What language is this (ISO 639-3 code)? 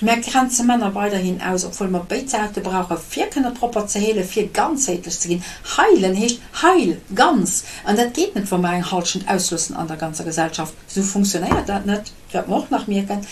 ltz